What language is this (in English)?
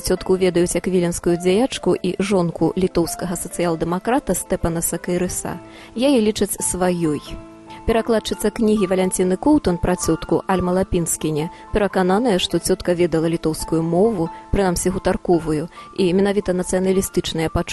Belarusian